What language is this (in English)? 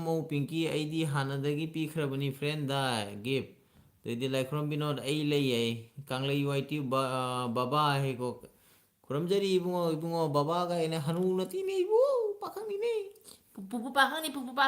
Manipuri